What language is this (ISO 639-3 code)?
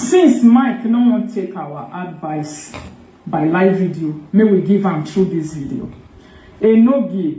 pcm